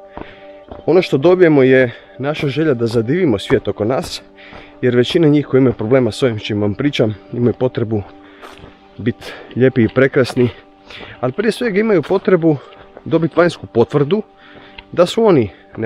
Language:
Croatian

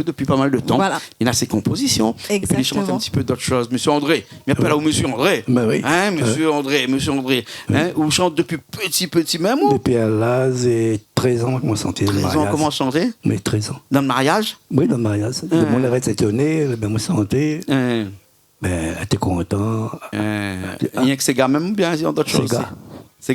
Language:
Réunion Creole French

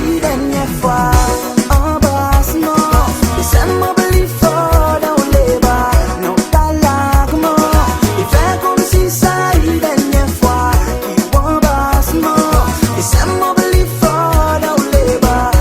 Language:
Seselwa Creole French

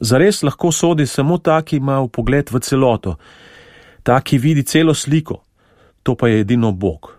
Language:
Slovenian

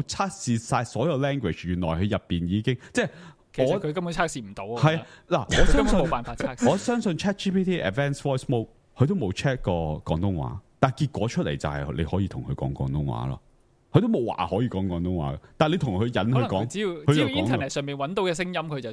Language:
Cantonese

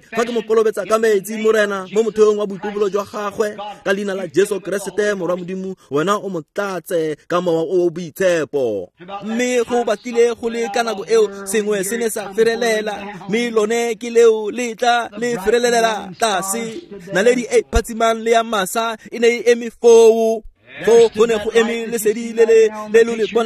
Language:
Tswana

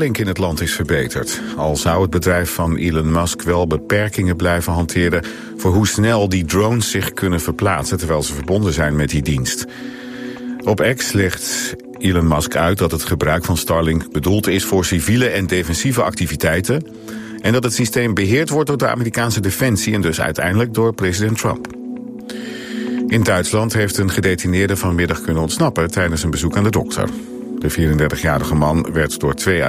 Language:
Dutch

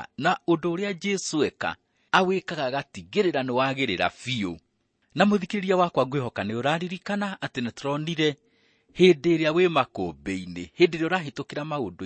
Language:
Kikuyu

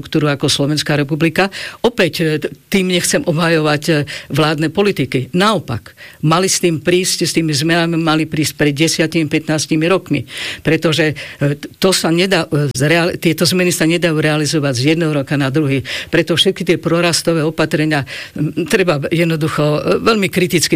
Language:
Slovak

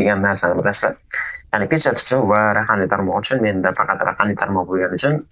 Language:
Uzbek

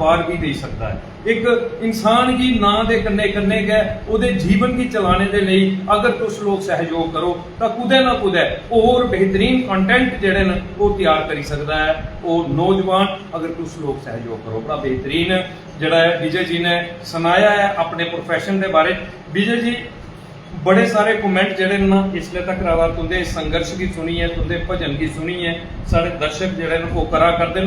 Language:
Dogri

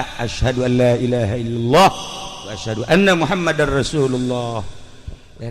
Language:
Sundanese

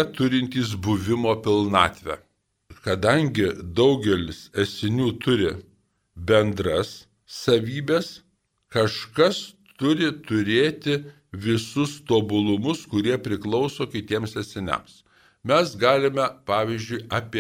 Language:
Lithuanian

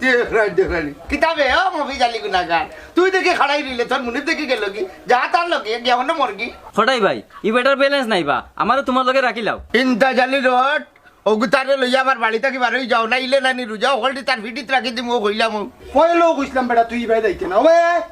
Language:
Sylheti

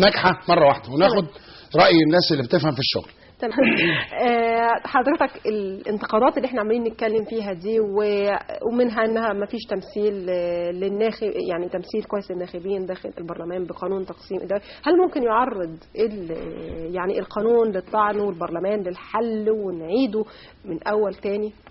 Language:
Egyptian Arabic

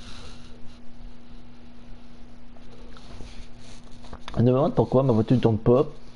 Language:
French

